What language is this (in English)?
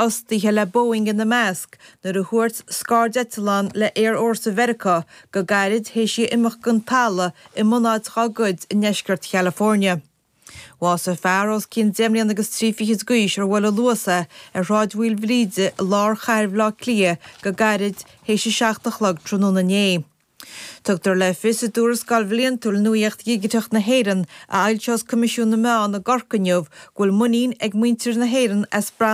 Irish